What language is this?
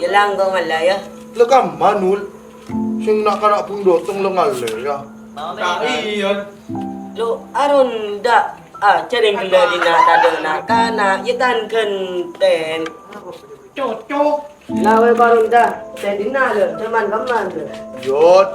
Madurese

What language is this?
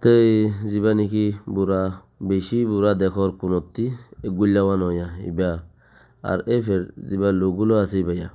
Rohingya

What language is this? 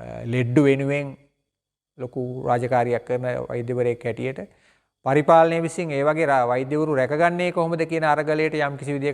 Sinhala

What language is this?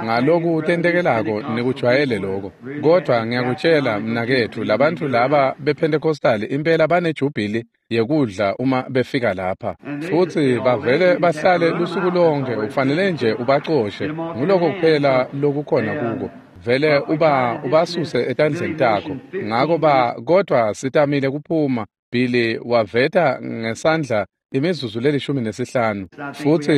Swati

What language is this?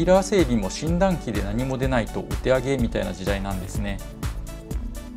Japanese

